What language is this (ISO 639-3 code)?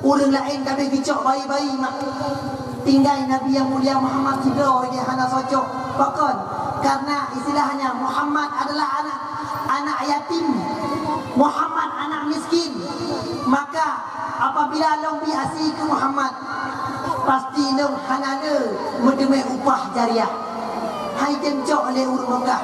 ace